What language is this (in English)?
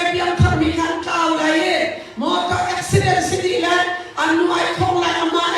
Hakha Chin